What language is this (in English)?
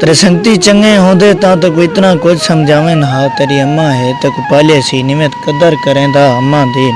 Saraiki